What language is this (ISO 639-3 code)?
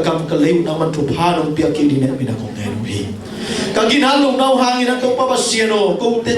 ctd